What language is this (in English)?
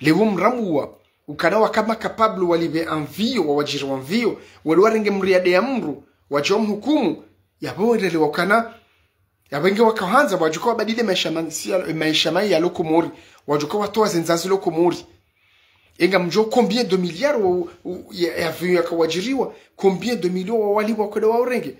Ngazidja Comorian